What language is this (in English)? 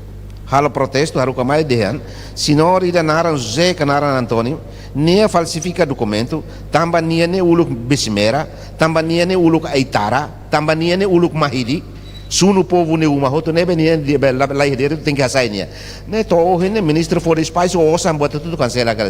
Tetum